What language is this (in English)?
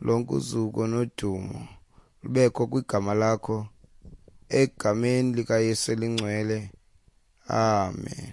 Xhosa